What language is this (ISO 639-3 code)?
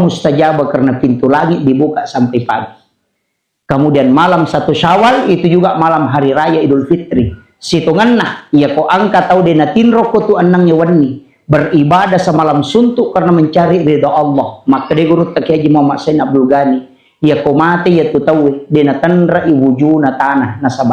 bug